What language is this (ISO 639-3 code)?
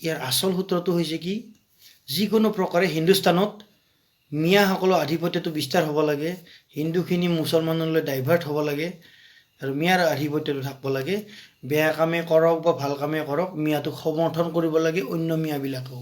asm